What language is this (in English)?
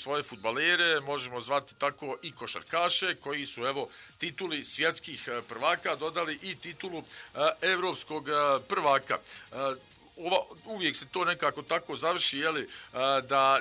Bosnian